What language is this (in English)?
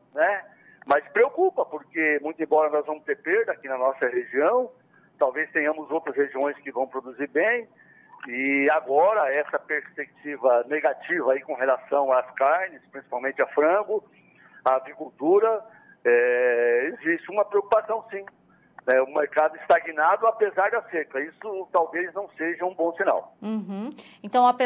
Portuguese